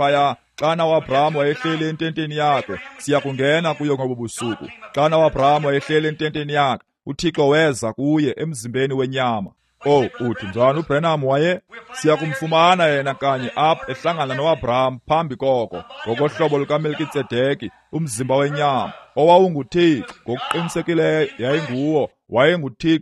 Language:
Xhosa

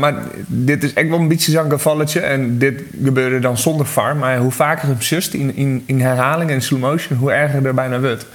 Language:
Western Frisian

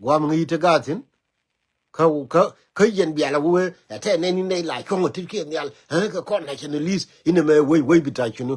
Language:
Nuer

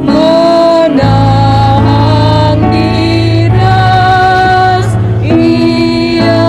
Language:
Batak Karo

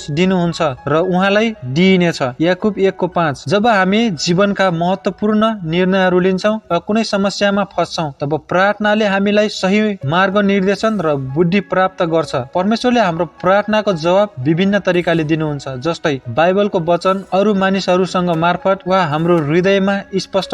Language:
Nepali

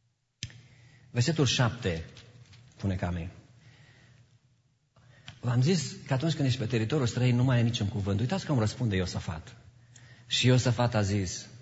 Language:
Romanian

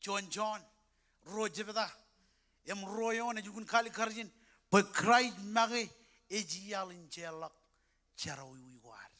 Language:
Marshallese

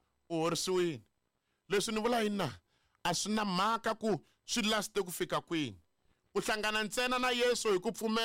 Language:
Tsonga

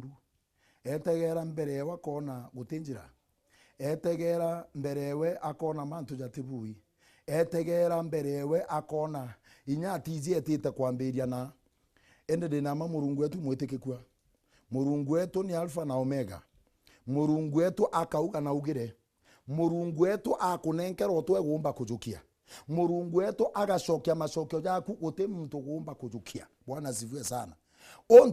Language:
Meru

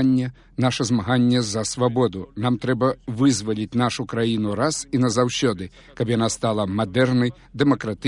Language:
Belarusian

